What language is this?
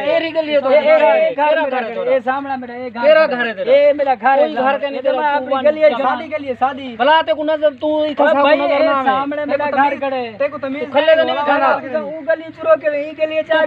Saraiki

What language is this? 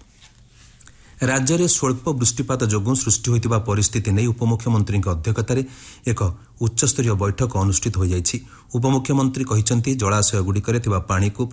Odia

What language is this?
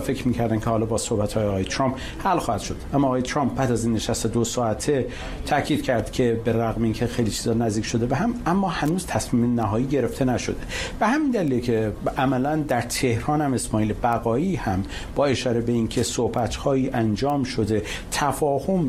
Persian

